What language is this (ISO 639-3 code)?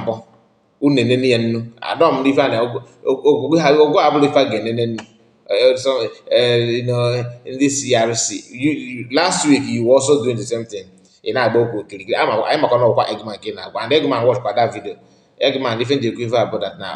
ibo